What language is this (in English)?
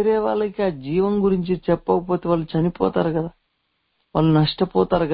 Telugu